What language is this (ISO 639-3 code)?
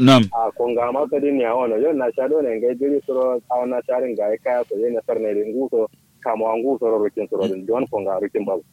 kau